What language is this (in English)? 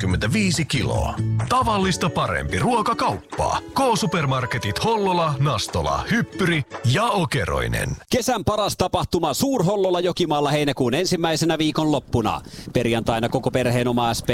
Finnish